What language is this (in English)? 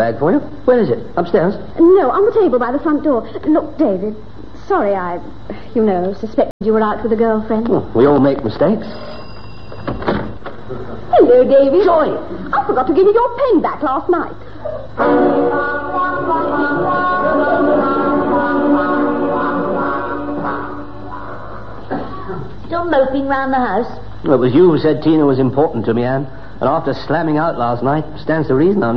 English